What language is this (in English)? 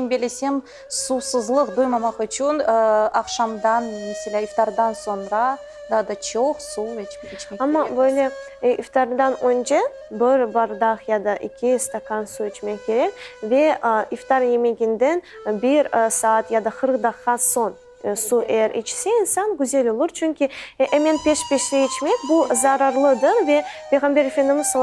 Crimean Tatar